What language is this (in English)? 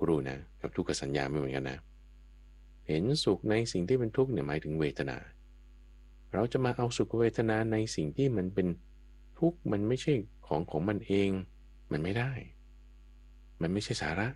Thai